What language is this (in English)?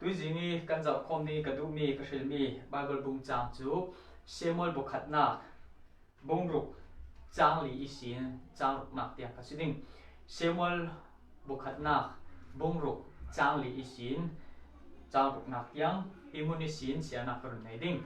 Falam Chin